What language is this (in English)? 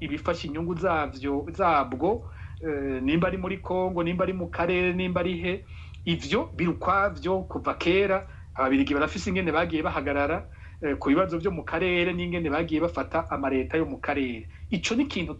Rundi